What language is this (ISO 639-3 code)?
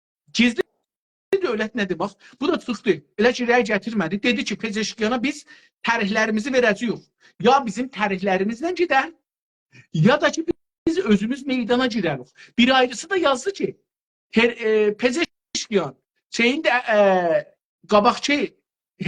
azb